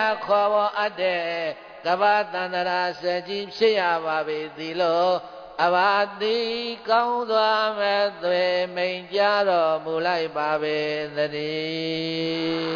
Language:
Burmese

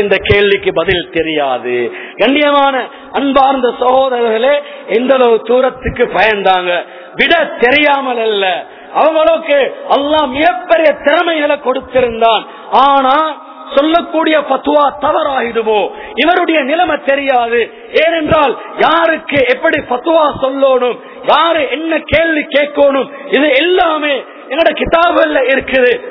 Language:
Tamil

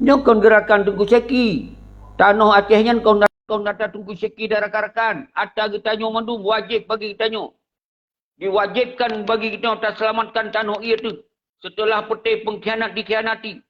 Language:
Achinese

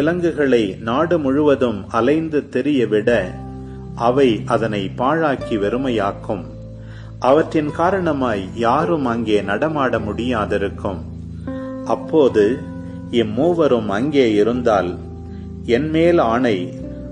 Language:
Tamil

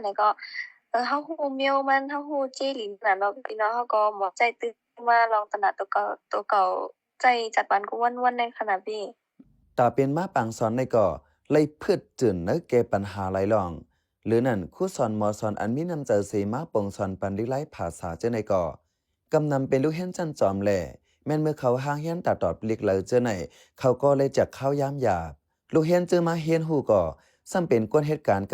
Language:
Shan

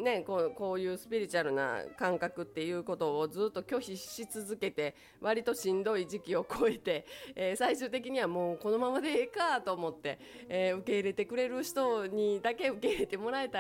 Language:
Japanese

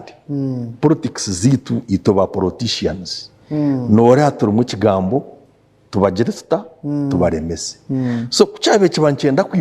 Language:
Nyankole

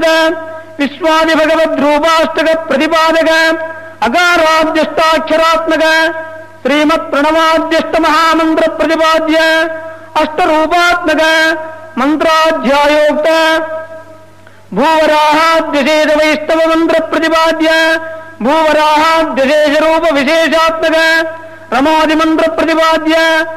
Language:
Kannada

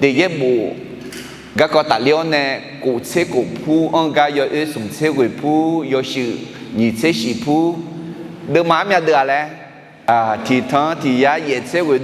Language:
Akha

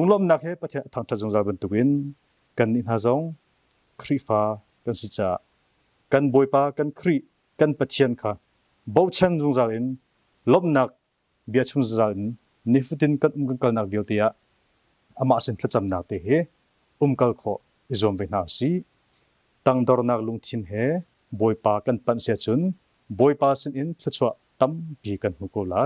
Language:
Hakha Chin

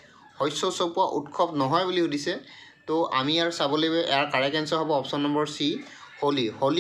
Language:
Assamese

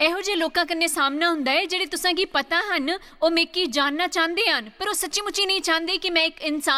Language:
Dogri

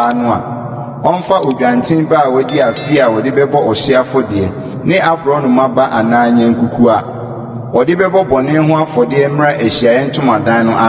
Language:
Akan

